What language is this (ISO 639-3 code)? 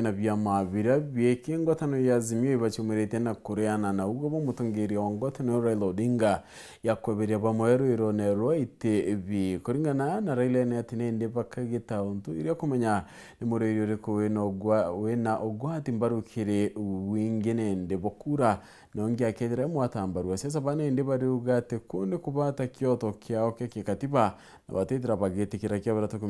mer